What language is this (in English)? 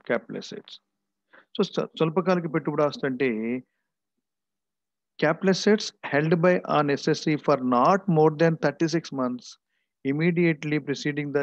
Telugu